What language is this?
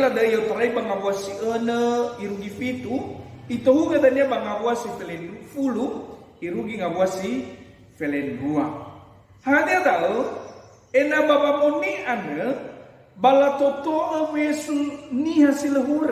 Nias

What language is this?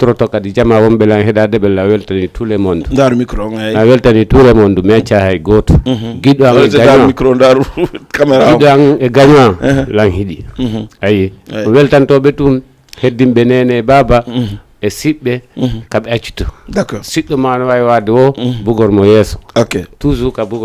Fula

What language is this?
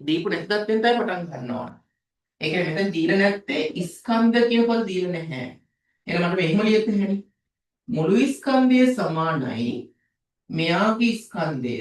Sinhala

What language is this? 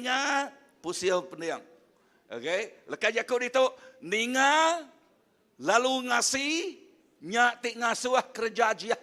Iban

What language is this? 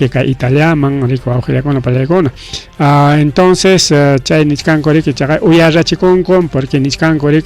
Ayacucho Quechua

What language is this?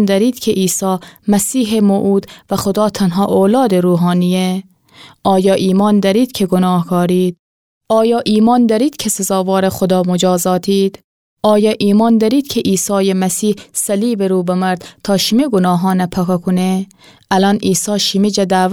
Gilaki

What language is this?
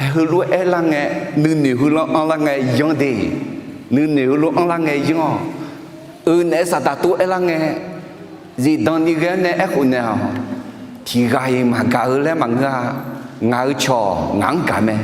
Akha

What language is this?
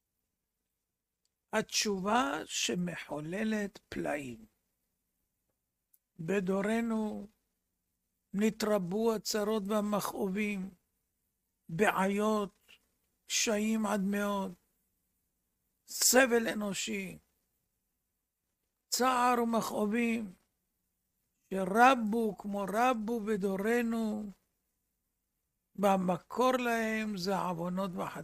Hebrew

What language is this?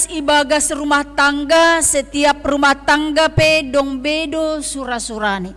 Batak Simalungun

